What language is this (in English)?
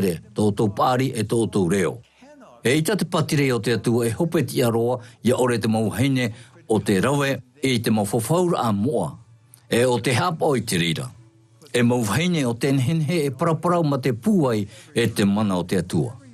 Tahitian